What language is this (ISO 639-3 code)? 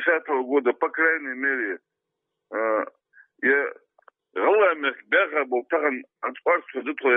che